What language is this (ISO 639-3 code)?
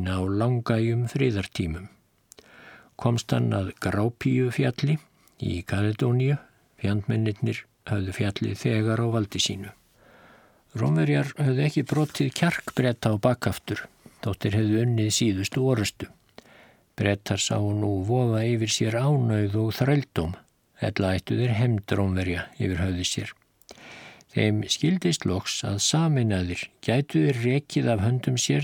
isl